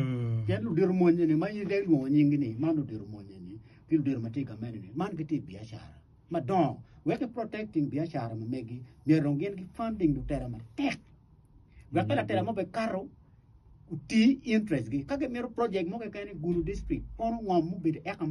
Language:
Acoli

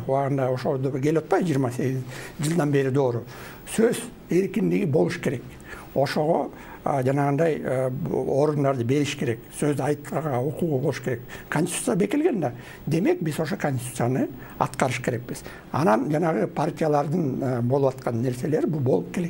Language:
Kyrgyz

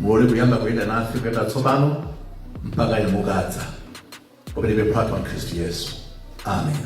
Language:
Nyanja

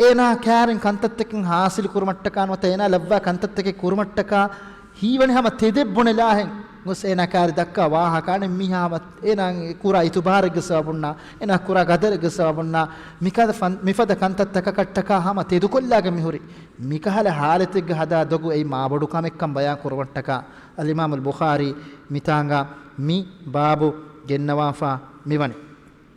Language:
Divehi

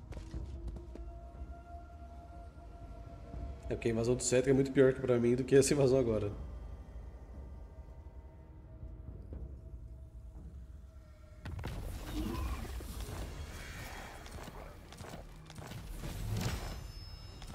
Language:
Portuguese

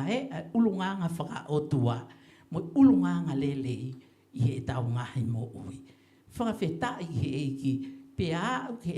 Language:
Tongan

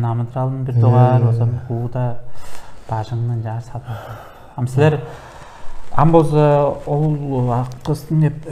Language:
Tuvinian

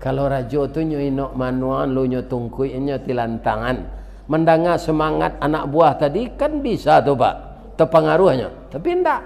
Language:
Minangkabau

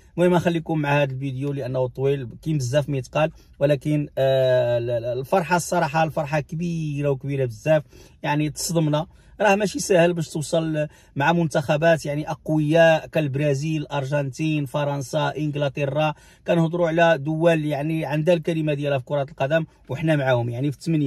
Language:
Moroccan Arabic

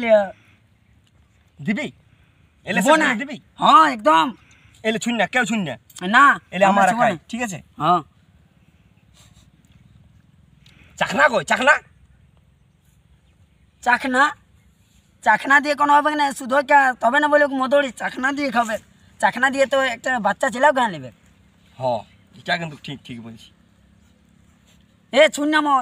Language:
Bangla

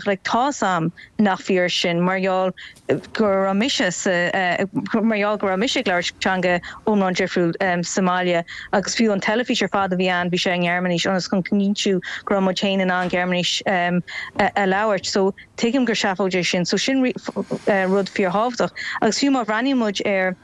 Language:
Irish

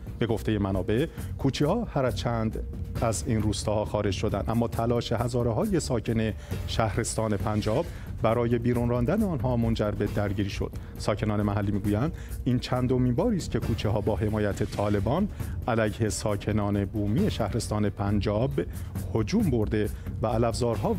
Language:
Persian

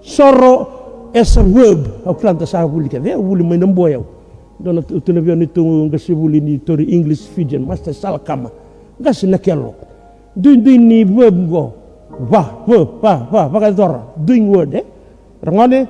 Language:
Fijian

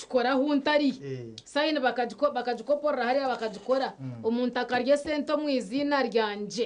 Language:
Nyankole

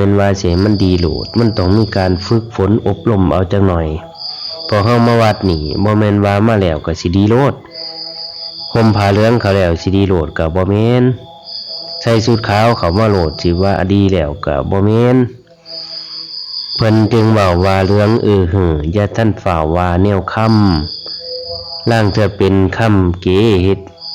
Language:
Lao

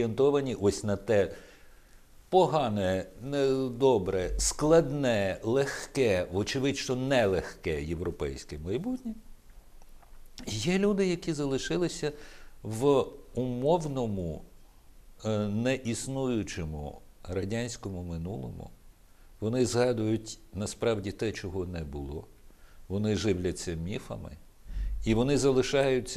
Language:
Ukrainian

